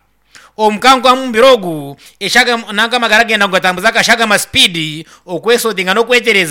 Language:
Nyankole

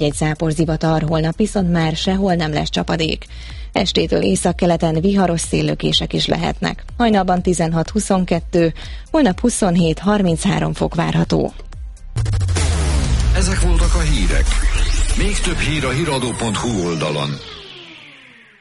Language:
Hungarian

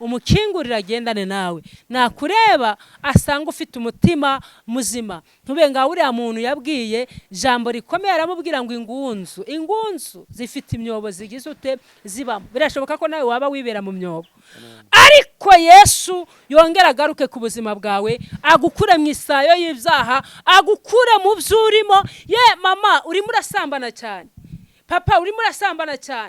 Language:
Kinyarwanda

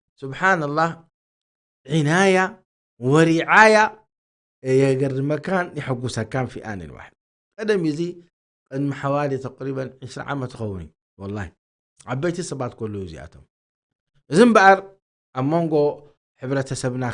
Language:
Tigrinya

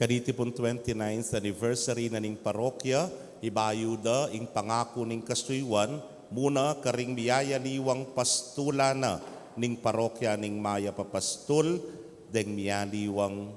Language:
Pampanga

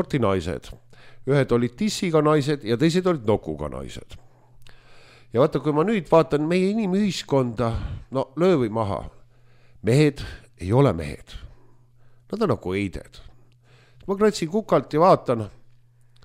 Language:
Estonian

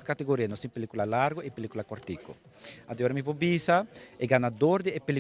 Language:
Papiamento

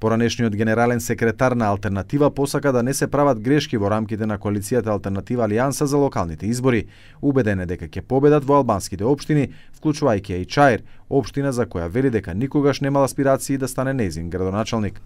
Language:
Macedonian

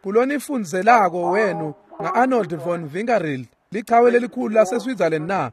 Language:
Swati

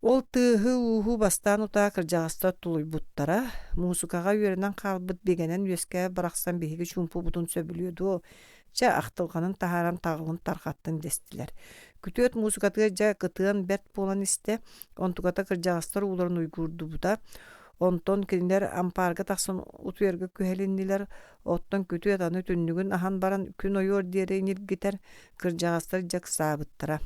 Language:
Yakut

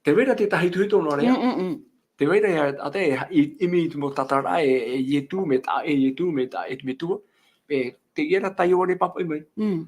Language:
Tahitian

